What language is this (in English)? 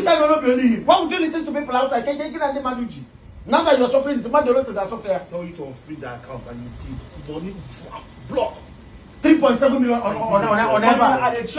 Nigerian Pidgin